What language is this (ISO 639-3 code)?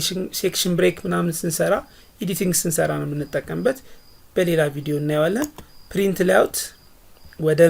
amh